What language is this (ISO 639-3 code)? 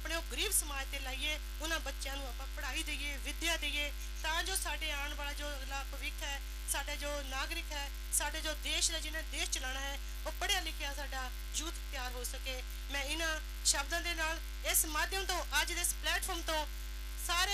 pan